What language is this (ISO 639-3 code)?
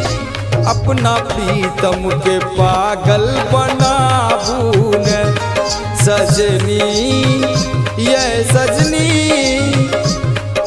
bho